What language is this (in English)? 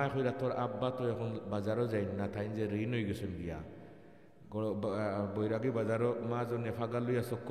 Sylheti